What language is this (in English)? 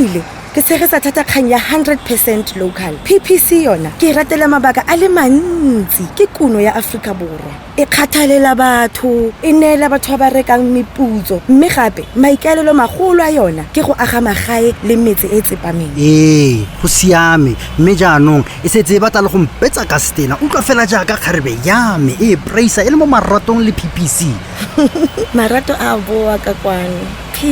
Tswana